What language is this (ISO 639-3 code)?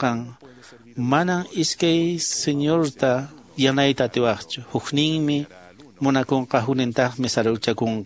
que